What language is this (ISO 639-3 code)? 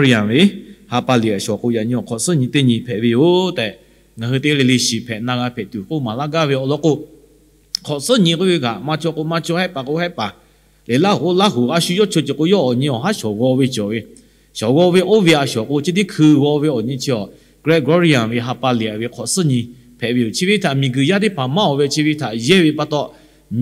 lhu